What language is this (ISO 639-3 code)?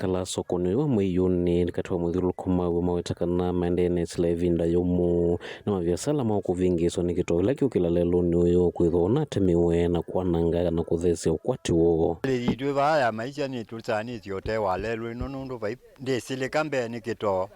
kam